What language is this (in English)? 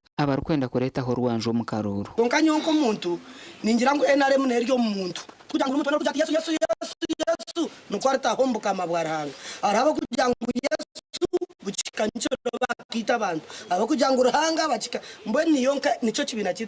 Nyankole